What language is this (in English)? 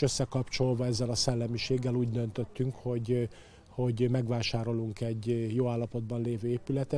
Hungarian